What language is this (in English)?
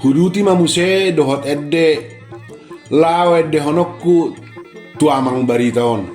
Batak Toba